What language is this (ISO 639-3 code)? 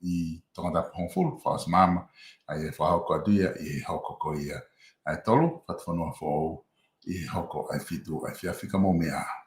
ton